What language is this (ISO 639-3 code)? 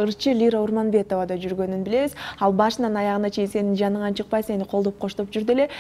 kir